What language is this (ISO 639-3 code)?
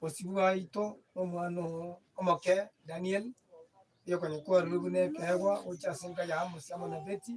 guz